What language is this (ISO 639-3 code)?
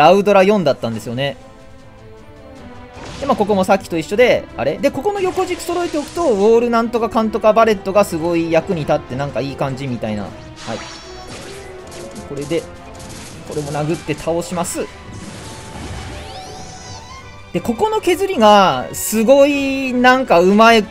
jpn